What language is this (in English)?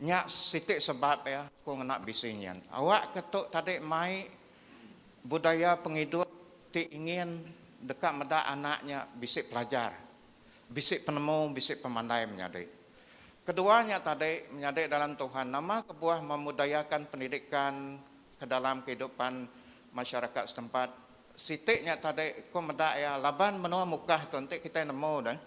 Iban